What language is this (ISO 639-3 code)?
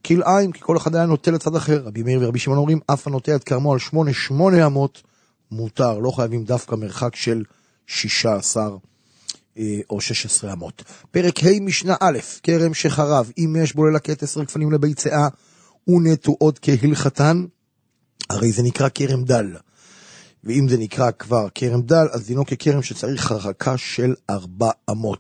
heb